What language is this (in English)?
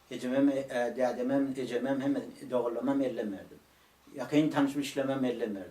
Turkmen